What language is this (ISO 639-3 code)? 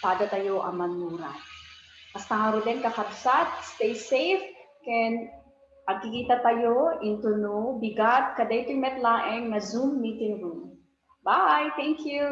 ilo